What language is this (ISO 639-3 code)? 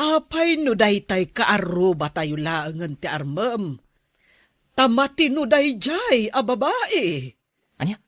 ilo